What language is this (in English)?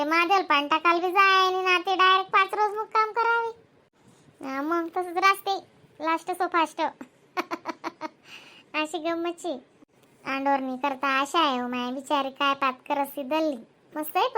Khandesi